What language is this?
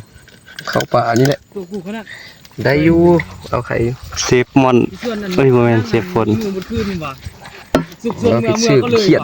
Northeastern Thai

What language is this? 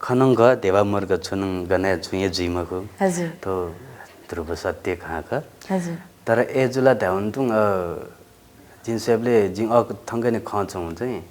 Newari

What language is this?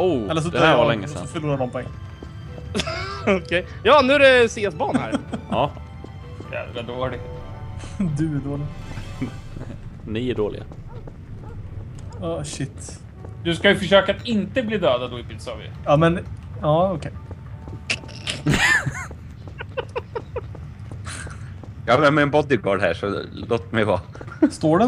Swedish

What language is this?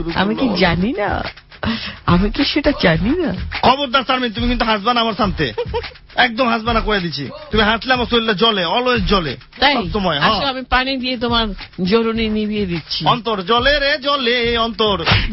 Bangla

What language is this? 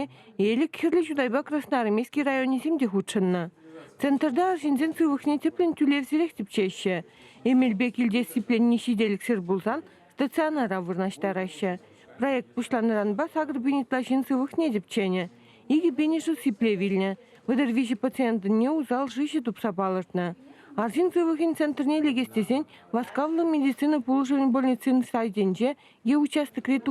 Chuvash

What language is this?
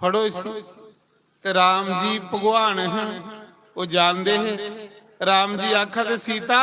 Dogri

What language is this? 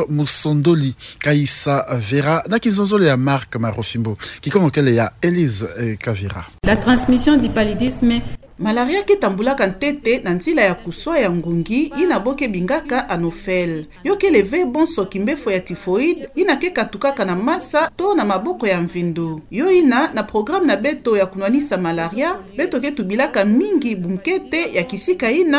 Kituba (Democratic Republic of Congo)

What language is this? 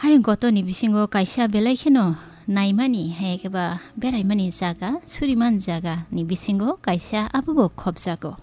Kok Borok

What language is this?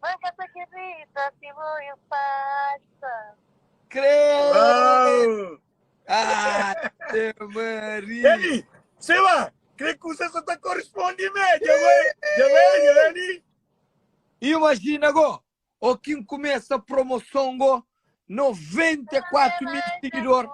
Kabuverdianu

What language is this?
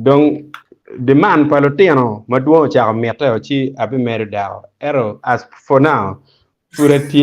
Acoli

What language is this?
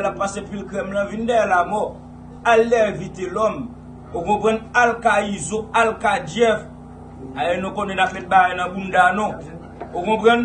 Haitian Creole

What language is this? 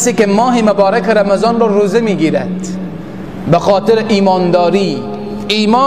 Persian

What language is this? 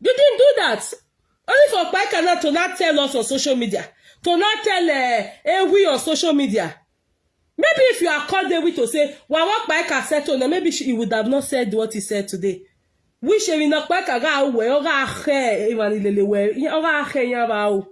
Nigerian Pidgin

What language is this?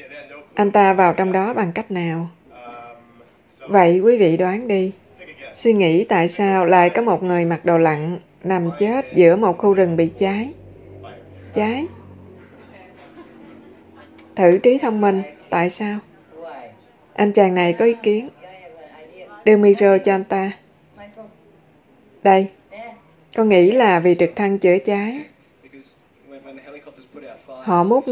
Vietnamese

